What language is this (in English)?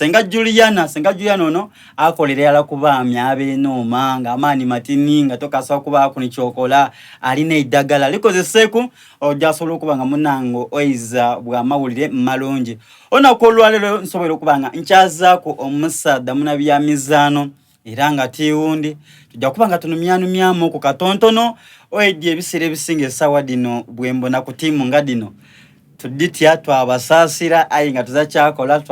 Soga